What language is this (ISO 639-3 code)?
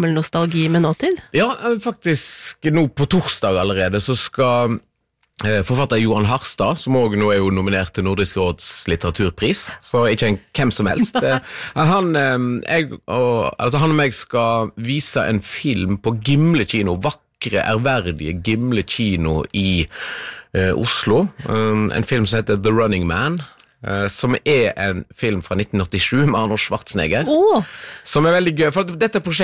nor